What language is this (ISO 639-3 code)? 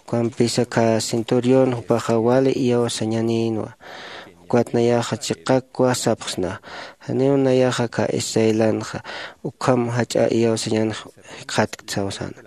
aym